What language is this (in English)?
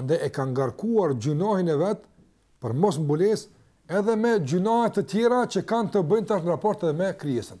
Albanian